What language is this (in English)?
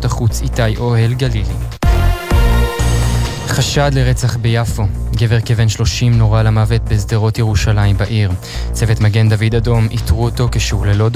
Hebrew